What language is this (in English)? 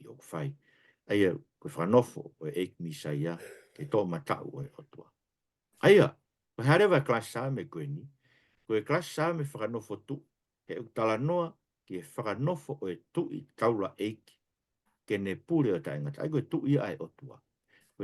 Tongan